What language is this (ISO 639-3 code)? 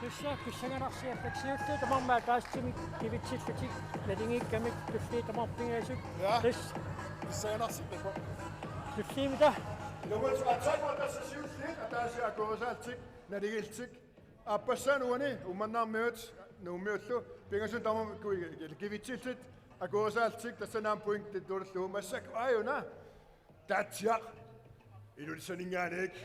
kal